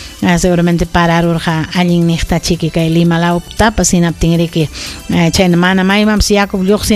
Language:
Ayacucho Quechua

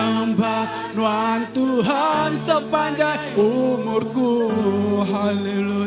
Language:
Iban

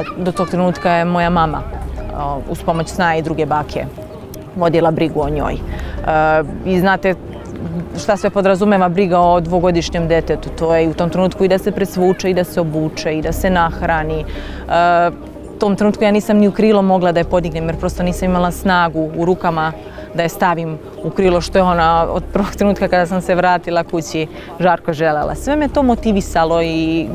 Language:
Serbian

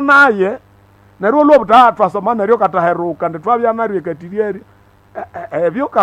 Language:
Nande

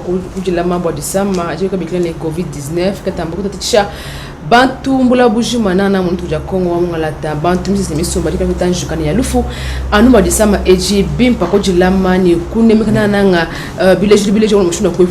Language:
Luba-Lulua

